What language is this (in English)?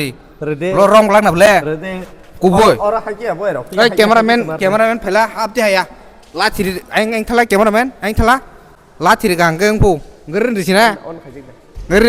Kok Borok